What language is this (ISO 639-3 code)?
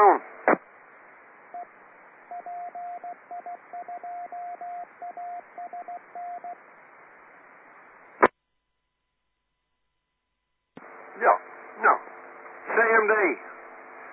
nld